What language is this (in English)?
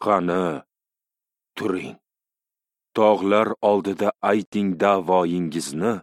Uzbek